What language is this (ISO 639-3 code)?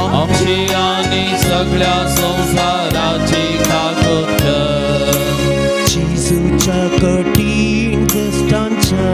kok